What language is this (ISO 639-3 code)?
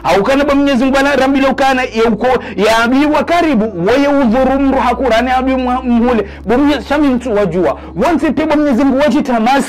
zdj